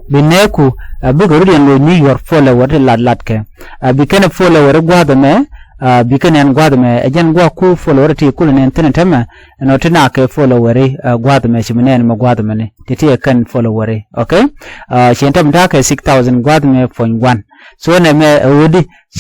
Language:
Nuer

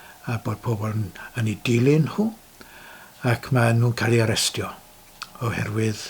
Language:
Welsh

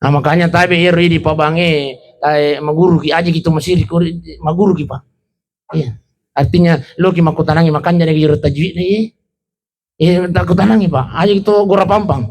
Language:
Buginese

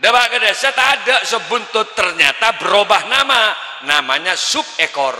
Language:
Madurese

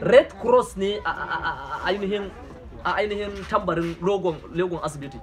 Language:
Hausa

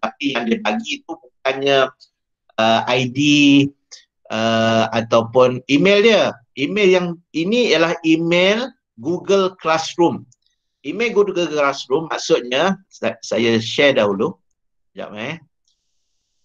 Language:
Malay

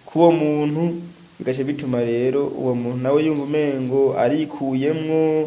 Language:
Rundi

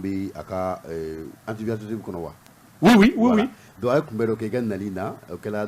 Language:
Bambara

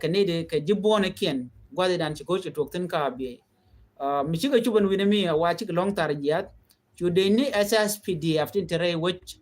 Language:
Nuer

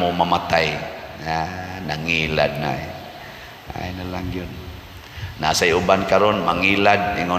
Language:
Cebuano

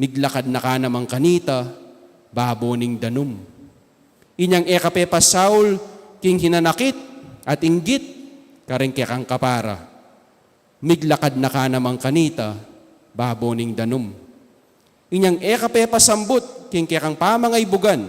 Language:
Pampanga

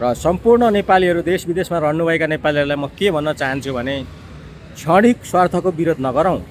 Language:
Nepali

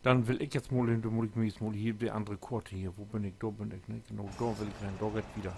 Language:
Low German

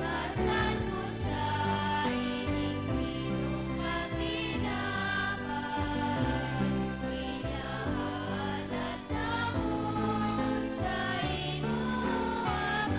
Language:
Hiligaynon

